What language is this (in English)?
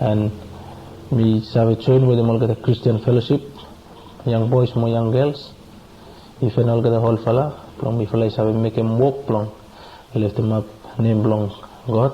Bislama